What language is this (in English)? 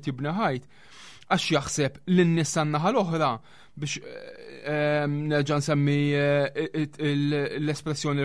Maltese